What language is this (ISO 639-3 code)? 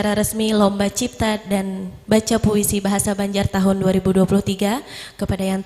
bjn